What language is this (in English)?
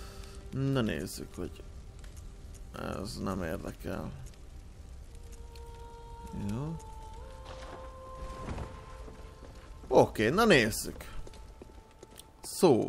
Hungarian